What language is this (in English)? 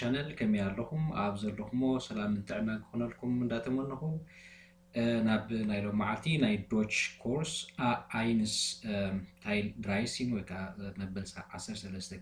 Tigrinya